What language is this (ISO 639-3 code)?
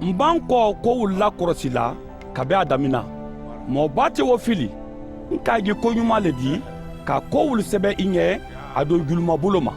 man